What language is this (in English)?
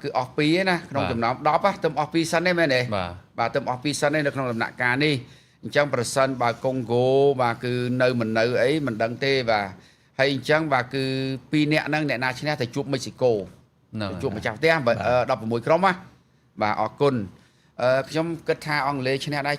Khmer